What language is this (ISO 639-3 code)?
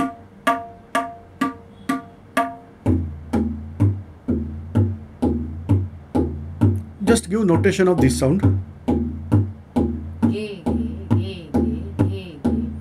mar